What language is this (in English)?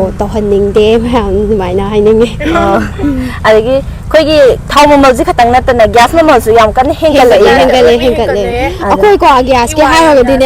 Manipuri